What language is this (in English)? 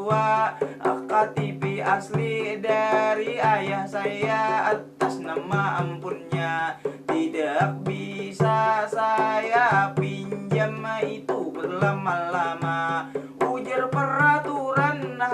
Banjar